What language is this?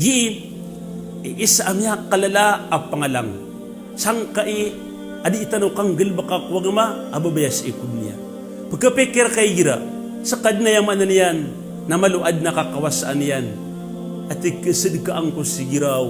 Maranao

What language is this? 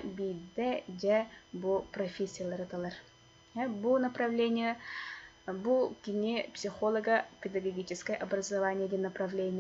Yakut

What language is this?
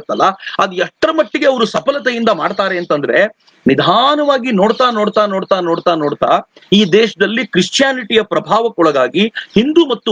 Kannada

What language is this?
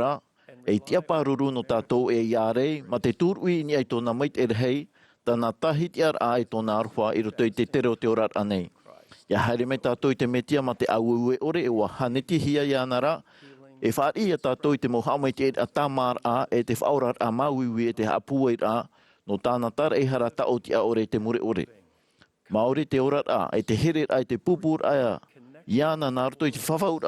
Tahitian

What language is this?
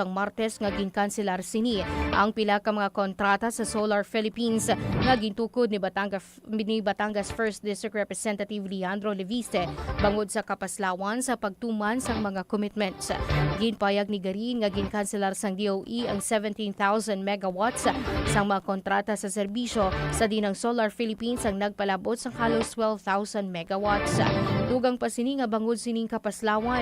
Hiligaynon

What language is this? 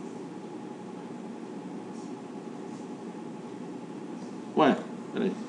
Portuguese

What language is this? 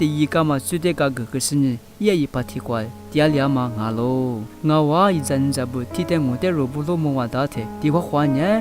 Lisu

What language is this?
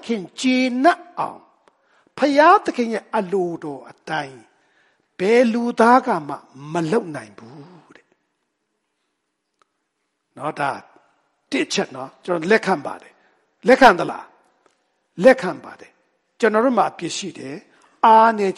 Burmese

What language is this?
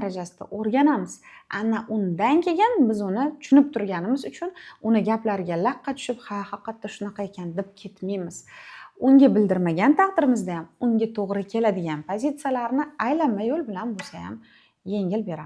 Uzbek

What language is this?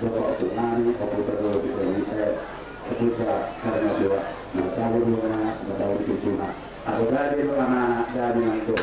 Batak Toba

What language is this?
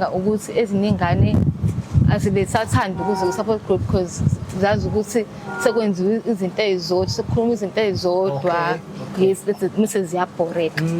Zulu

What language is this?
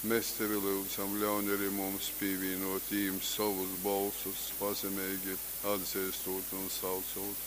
Latgalian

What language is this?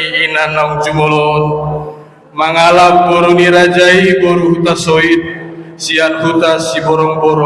Batak Toba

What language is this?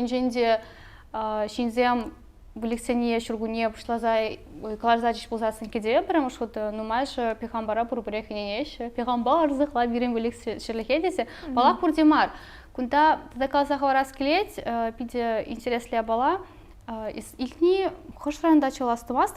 Chuvash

